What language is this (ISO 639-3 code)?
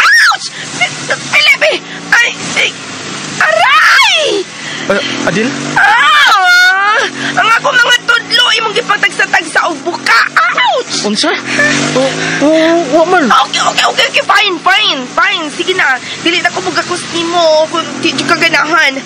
ceb